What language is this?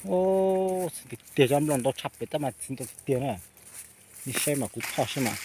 Hmong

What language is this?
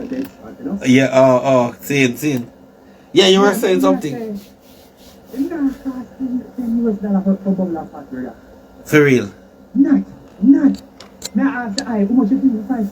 Jamaican Creole English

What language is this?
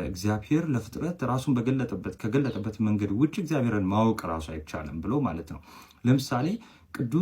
Amharic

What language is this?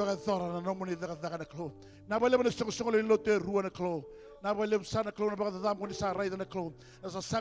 Fijian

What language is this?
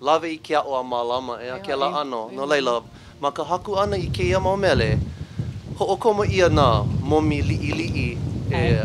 Hawaiian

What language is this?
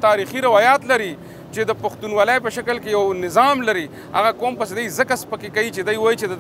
Pashto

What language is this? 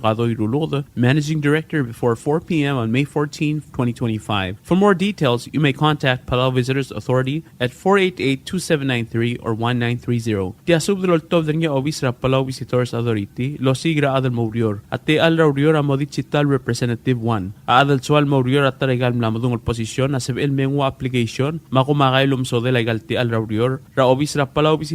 Palauan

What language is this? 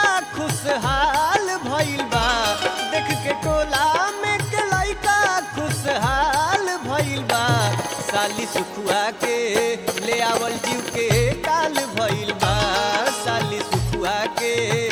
Bhojpuri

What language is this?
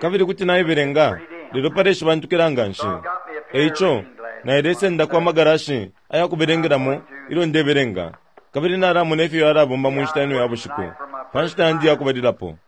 Bemba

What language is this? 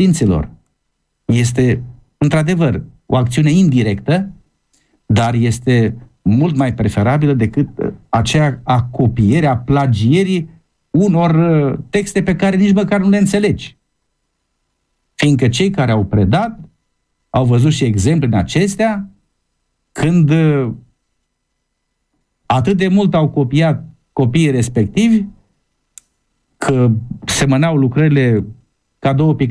Romanian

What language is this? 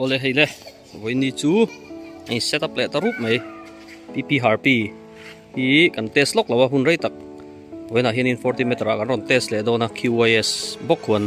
Mizo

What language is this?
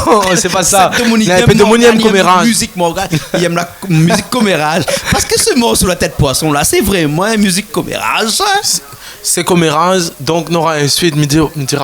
Réunion Creole French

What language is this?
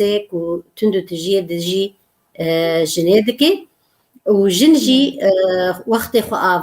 Kurdish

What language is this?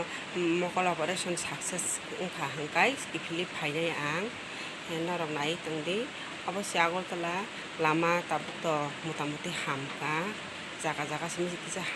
Kok Borok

